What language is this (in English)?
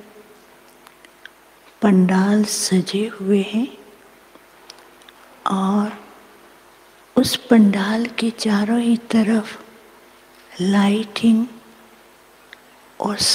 Hindi